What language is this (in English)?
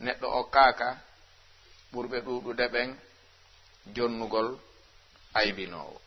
Fula